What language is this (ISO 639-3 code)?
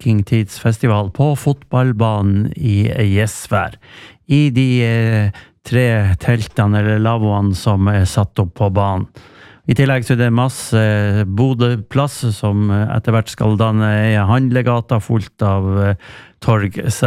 nor